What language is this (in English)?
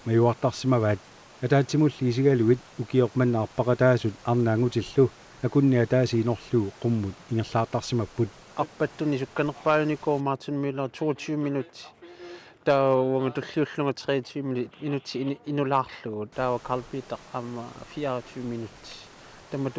Kalaallisut